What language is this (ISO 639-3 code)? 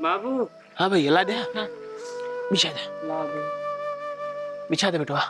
awa